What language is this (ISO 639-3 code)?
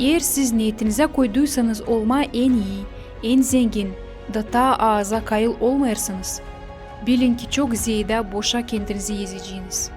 gag